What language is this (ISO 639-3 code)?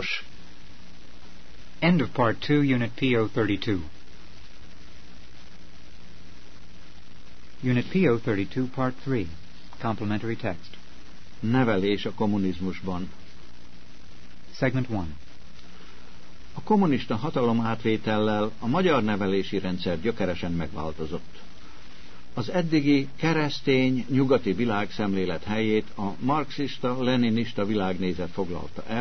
hun